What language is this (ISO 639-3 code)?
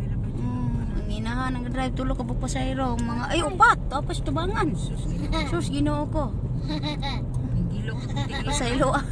ceb